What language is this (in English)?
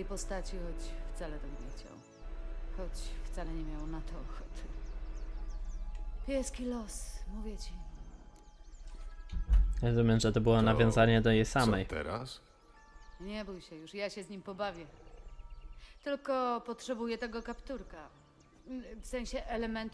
Polish